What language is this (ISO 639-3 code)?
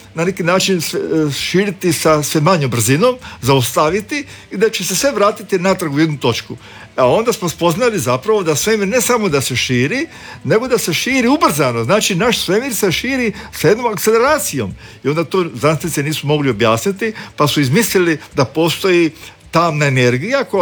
hrv